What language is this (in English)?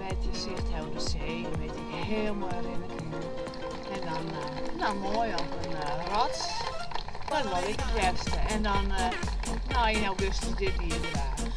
Western Frisian